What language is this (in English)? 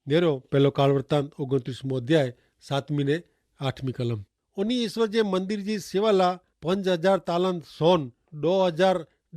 Kachhi